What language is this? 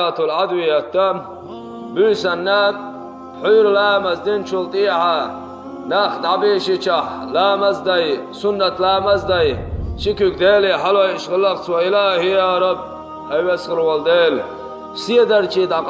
Chechen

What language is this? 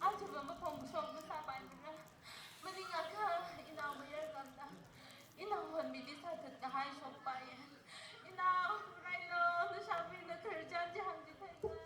Tangkhul Naga (India)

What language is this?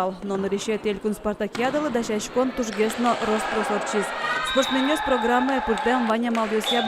Udmurt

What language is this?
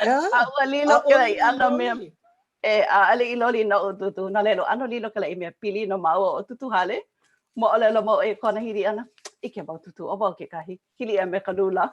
Hawaiian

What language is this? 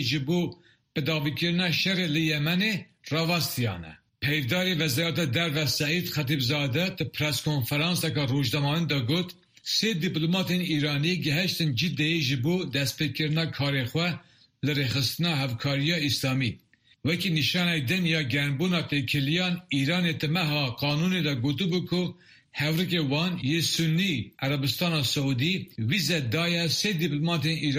Kurdish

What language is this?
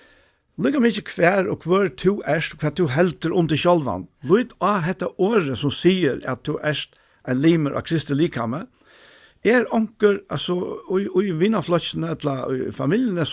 Faroese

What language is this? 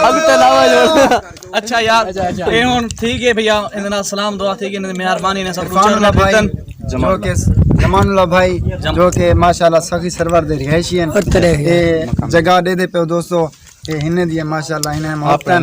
Saraiki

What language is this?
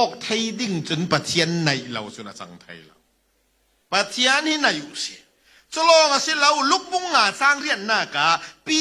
Falam Chin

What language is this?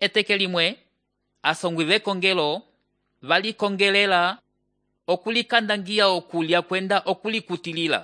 Umbundu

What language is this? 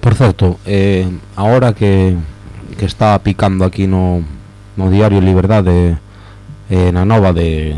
Galician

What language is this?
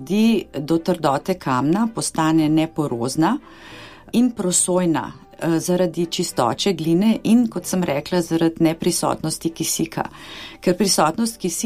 Slovenian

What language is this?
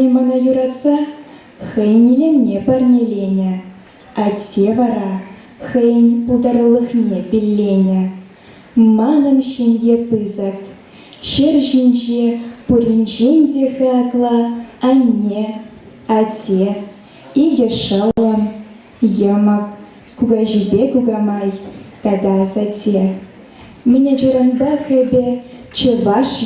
Chuvash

